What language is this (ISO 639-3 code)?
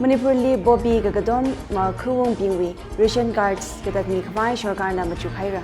nmf